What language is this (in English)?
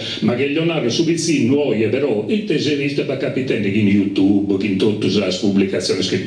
Sardinian